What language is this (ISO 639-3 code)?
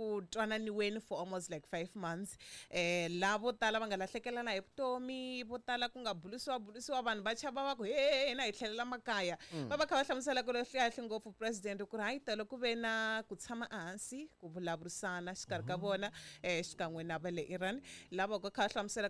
tso